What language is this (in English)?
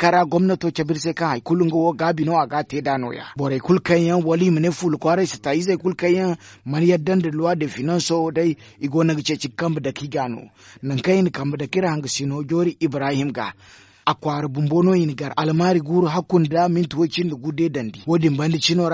Zarma